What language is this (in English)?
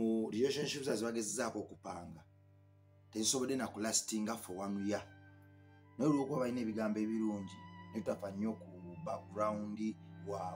Ganda